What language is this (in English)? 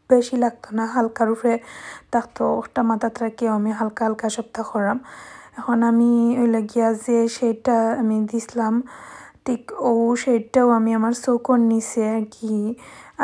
Sylheti